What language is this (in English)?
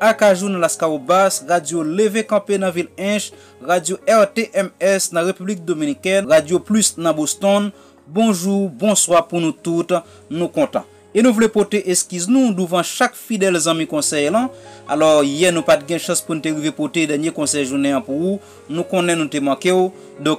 Haitian Creole